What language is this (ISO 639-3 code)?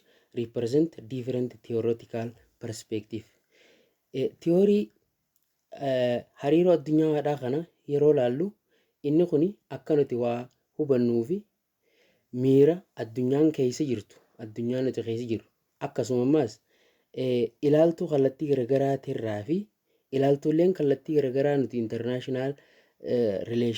orm